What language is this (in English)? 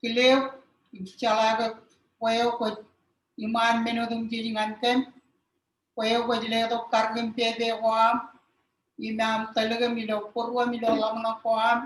Marshallese